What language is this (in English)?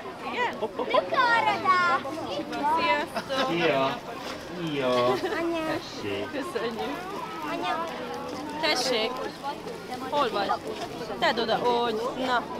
Hungarian